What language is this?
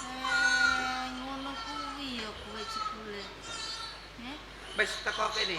Javanese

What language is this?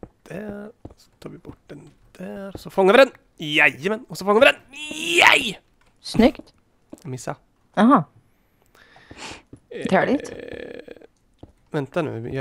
Swedish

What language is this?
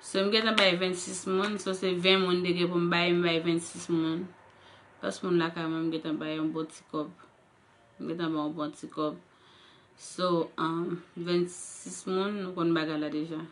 Haitian Creole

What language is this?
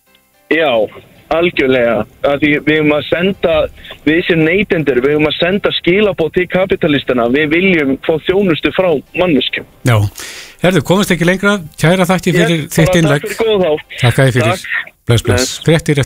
Icelandic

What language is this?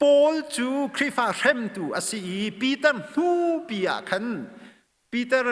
Hakha Chin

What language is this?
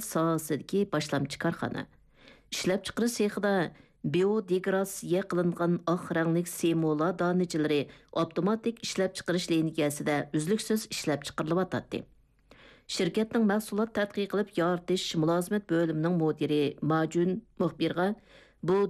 Uyghur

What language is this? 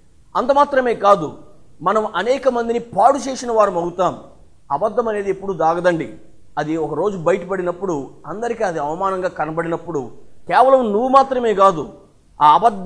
Telugu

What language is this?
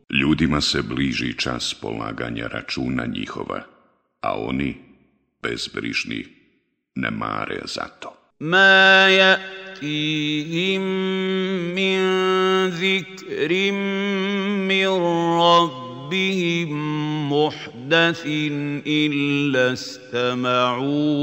Bosnian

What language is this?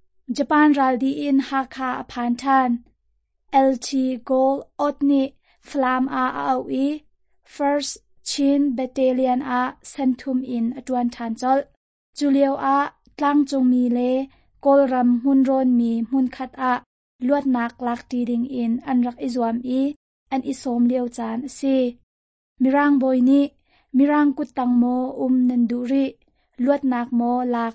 Hakha Chin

